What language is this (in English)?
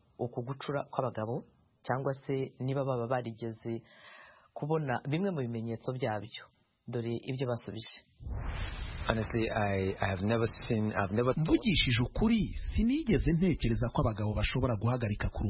Kinyarwanda